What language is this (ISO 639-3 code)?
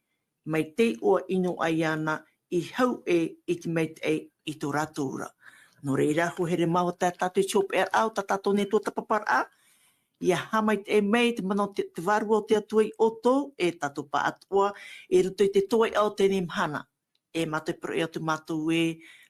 tah